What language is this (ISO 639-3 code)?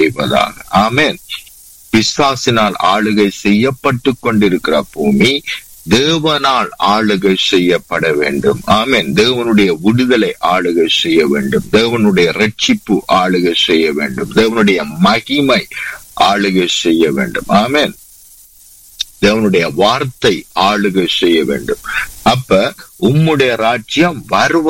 tam